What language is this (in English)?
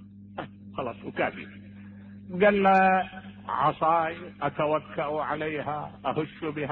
Mesopotamian Arabic